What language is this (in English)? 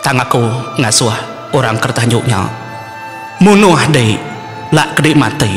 Iban